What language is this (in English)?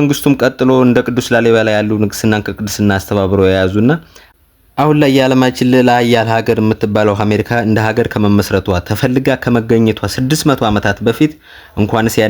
Amharic